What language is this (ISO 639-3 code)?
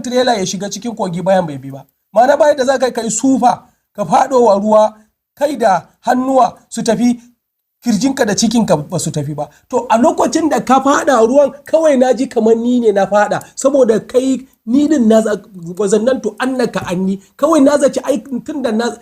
hau